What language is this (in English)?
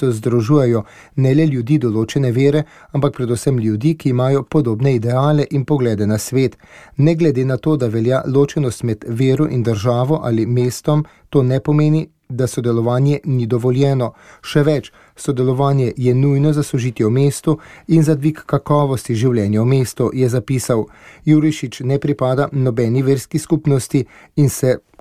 Slovenian